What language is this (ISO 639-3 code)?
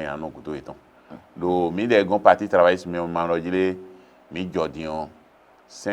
fon